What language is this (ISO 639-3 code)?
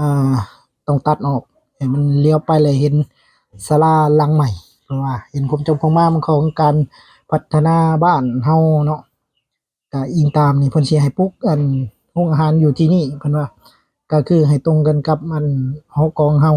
lao